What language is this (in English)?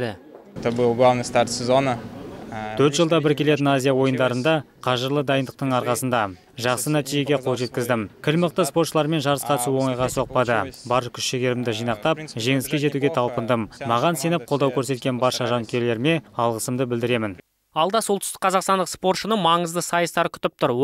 Kazakh